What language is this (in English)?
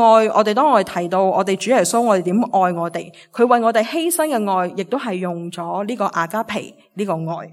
Cantonese